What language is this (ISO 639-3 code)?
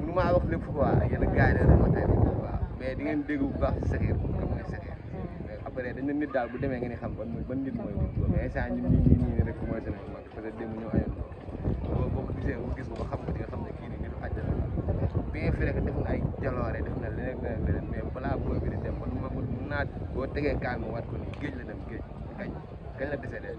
wol